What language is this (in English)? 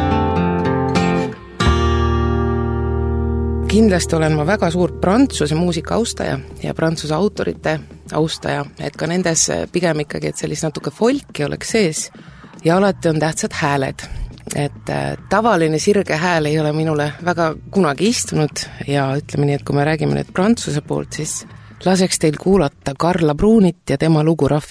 Estonian